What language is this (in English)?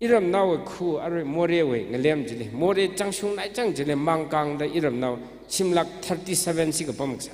Tangkhul Naga (India)